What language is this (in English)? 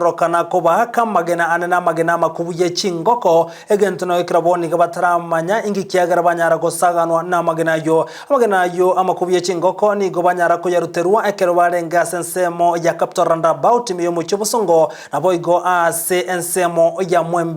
Gusii